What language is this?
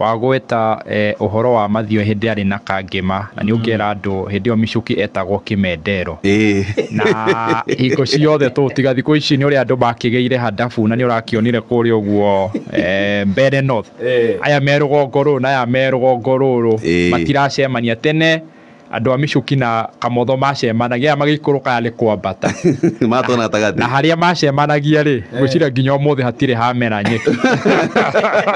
Kikuyu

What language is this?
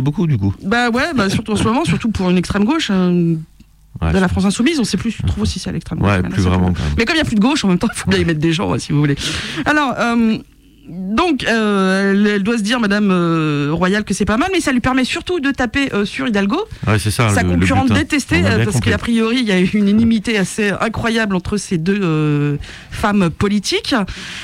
French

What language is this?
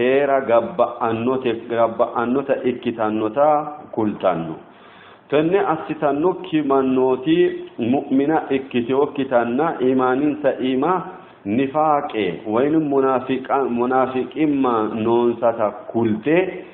Sidamo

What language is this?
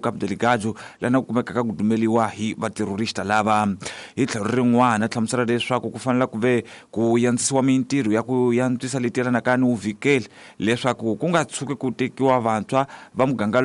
Tsonga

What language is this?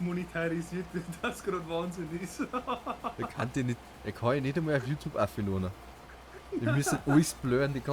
Bavarian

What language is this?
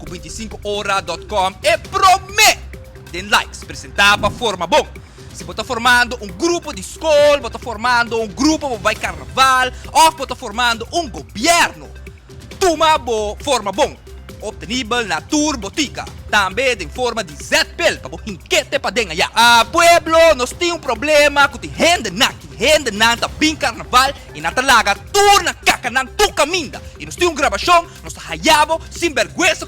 Papiamento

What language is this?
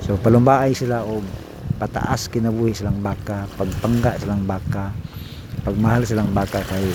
Cebuano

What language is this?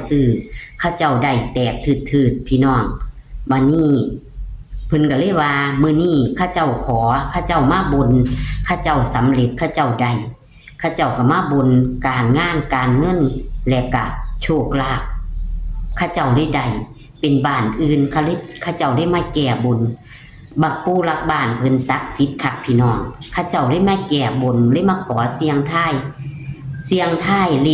Northeastern Thai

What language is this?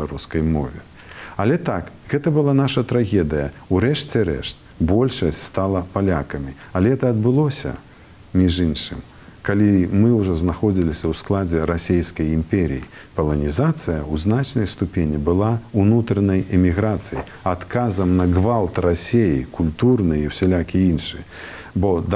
Belarusian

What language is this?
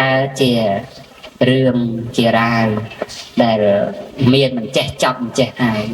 Khmer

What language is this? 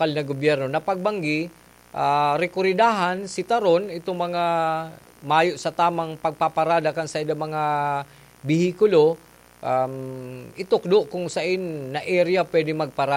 Bikol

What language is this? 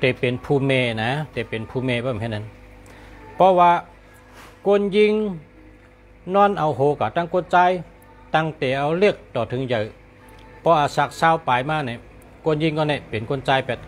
Shan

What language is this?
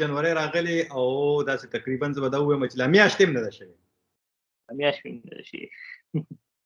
Pashto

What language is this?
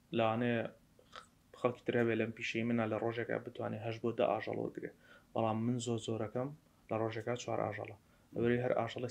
Central Kurdish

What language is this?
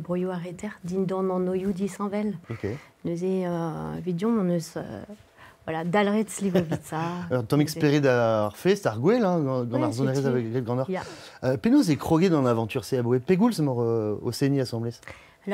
Breton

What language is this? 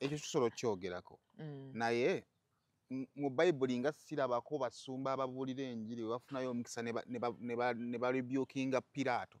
Ganda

